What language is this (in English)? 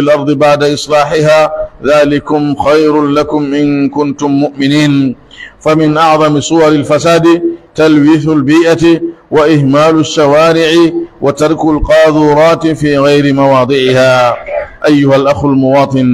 Pular